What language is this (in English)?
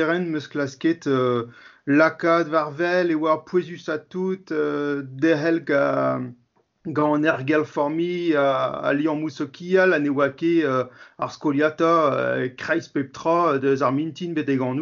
Breton